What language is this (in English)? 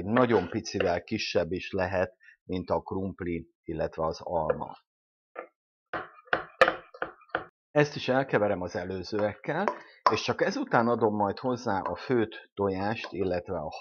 Hungarian